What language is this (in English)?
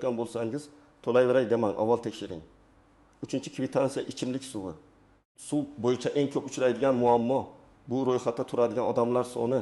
Uzbek